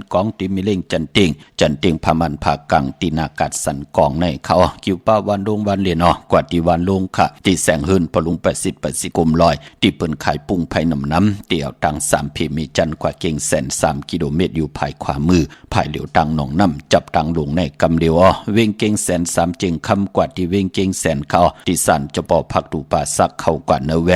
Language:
Shan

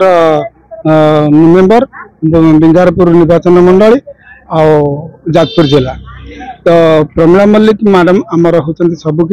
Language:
Odia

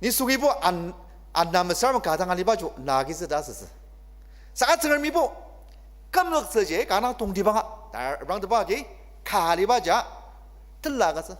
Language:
Ao Naga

